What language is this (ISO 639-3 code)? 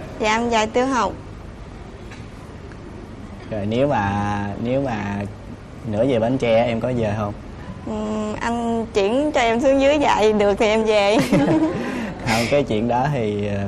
vie